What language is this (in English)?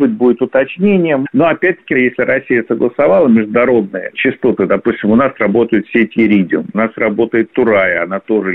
Russian